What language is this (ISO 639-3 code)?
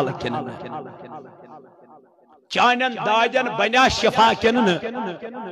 kas